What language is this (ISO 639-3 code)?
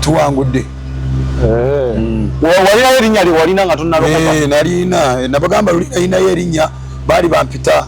lug